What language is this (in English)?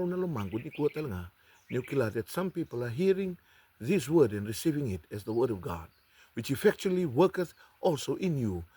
Fijian